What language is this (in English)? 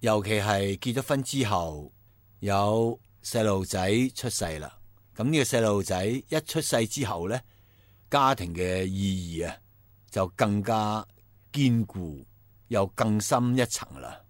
Cantonese